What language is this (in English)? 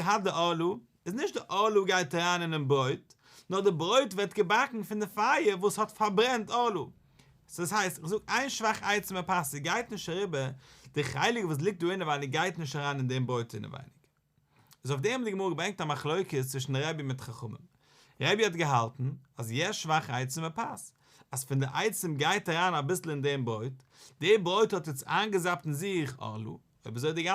Yiddish